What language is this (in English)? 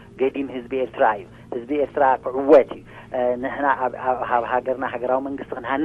Tigrinya